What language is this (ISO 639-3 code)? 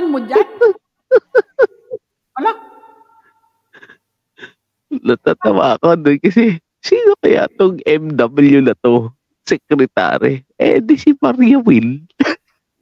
fil